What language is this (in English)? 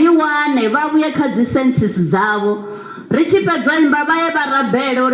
Venda